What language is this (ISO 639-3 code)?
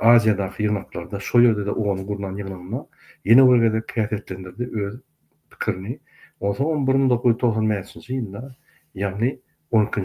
tuk